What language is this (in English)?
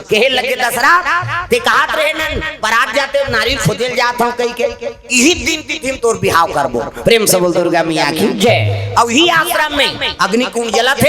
Chhattisgarhi